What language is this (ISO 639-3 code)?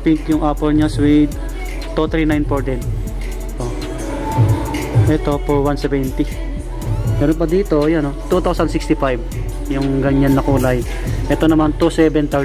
fil